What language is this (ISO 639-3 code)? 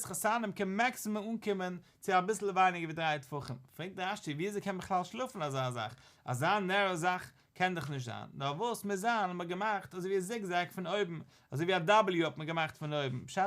yid